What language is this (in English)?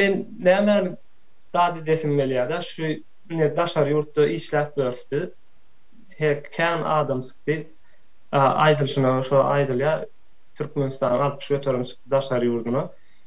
Turkmen